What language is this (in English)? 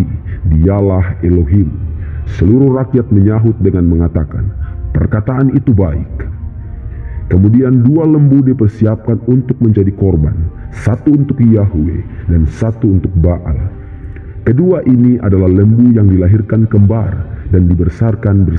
Indonesian